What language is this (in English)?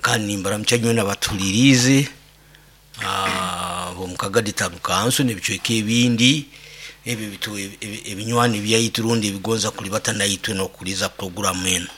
Nyoro